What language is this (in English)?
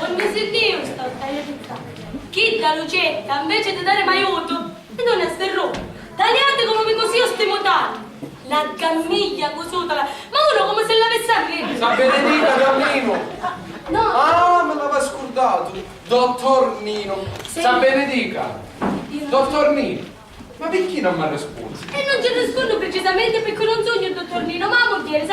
Sicilian